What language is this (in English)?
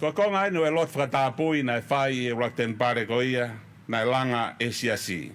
Tongan